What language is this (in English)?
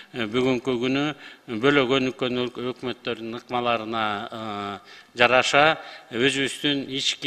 Kyrgyz